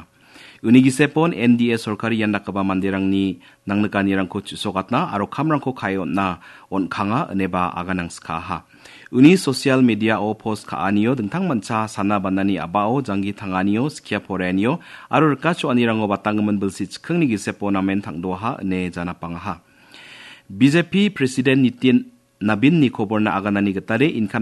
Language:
Garo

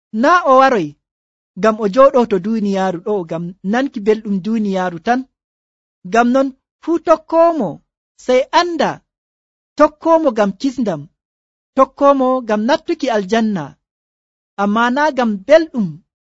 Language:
Nigerian Fulfulde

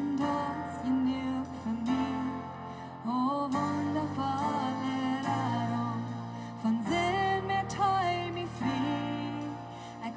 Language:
Plautdietsch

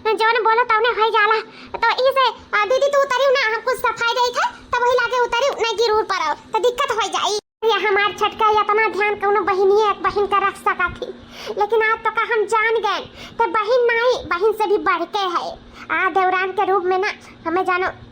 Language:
Awadhi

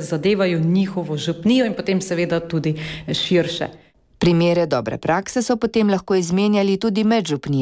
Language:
Slovenian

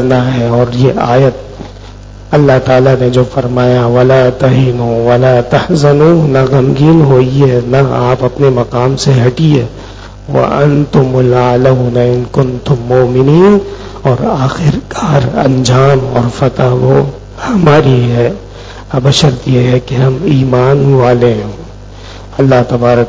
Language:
Urdu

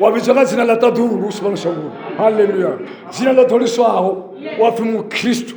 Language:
Venda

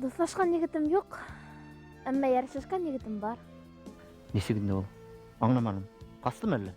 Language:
Bashkir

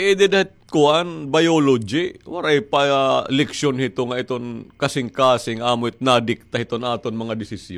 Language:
Waray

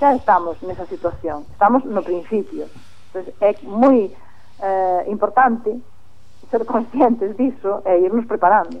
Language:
Galician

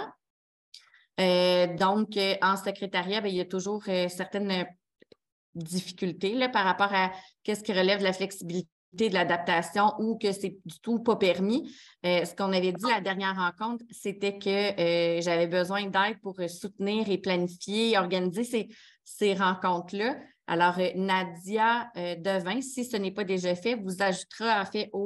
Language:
French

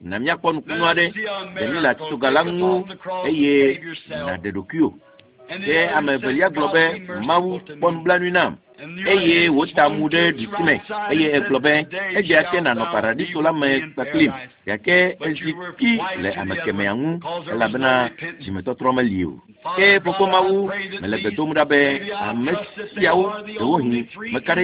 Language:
Ewe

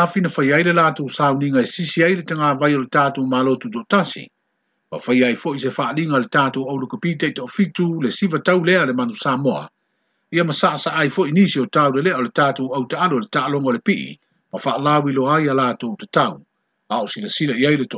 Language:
Samoan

